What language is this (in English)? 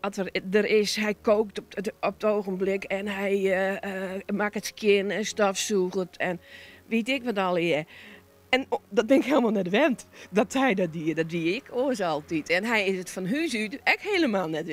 Western Frisian